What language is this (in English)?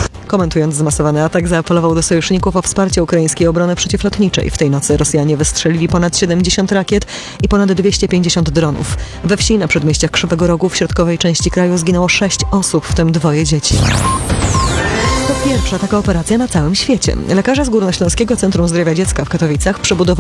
Polish